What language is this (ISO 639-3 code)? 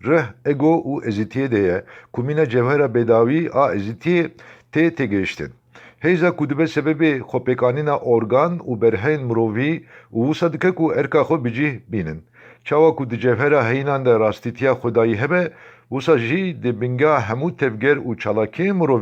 kur